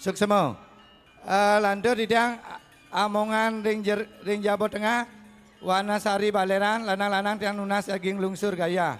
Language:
Balinese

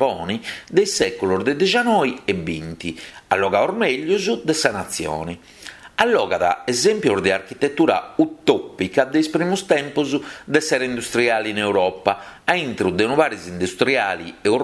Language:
Sardinian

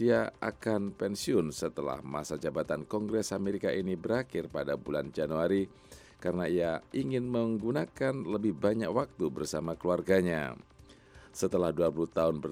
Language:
Indonesian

